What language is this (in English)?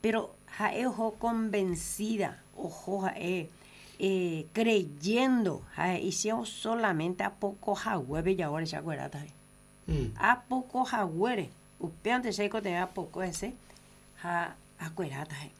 Guarani